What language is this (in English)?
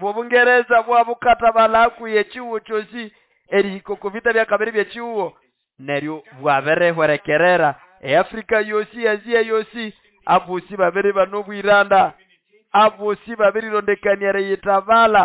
Nande